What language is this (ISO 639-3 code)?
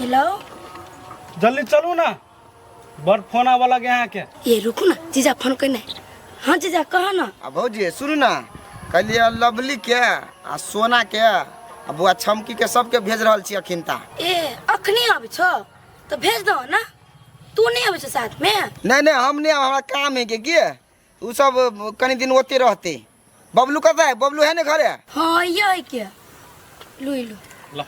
mai